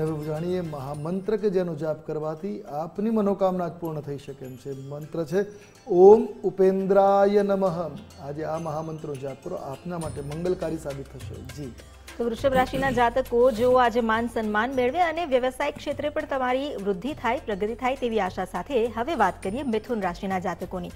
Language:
Gujarati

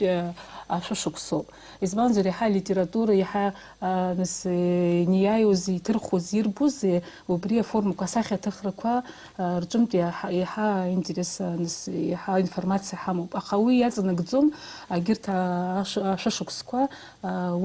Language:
Abkhazian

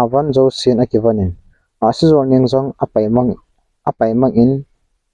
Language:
Thado Chin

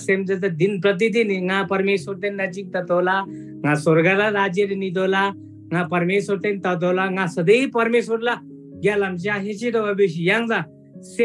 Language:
Eastern Tamang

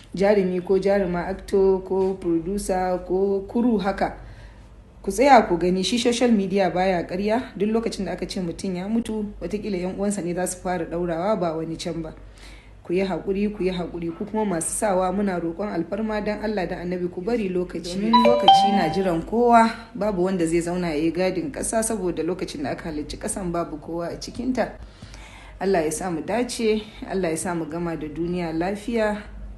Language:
Hausa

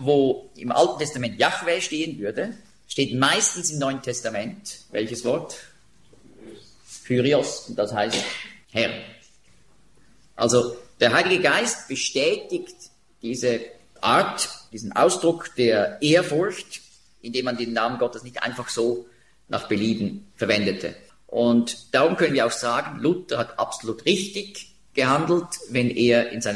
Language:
German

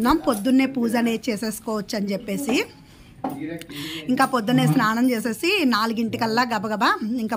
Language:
Telugu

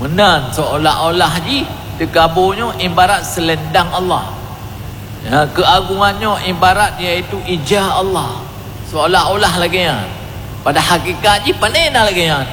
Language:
Achinese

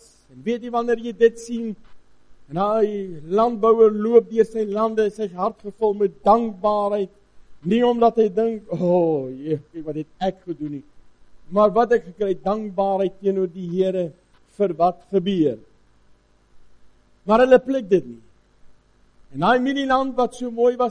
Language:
Afrikaans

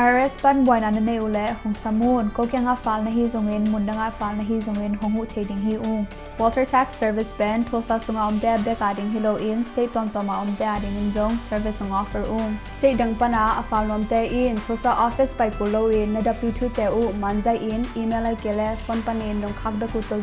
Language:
Tedim Chin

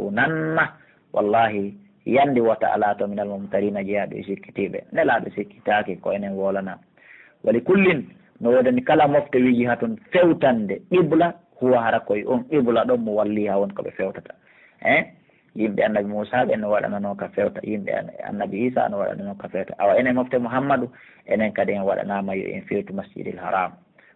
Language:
Pular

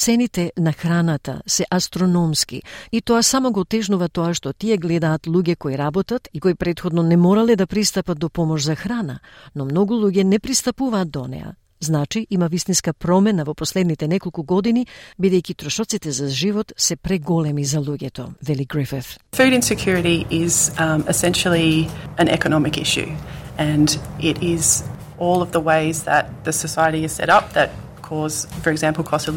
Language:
Macedonian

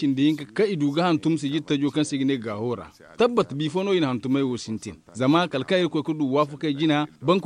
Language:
Zarma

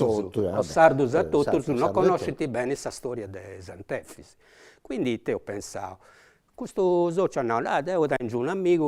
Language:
Sardinian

